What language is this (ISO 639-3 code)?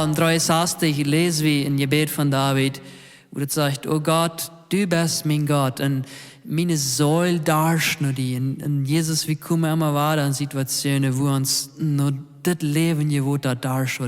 pdt